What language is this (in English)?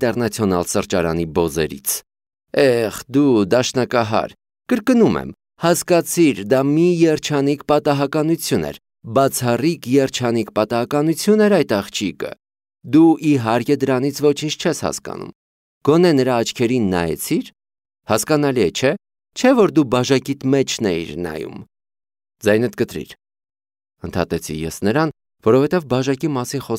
Armenian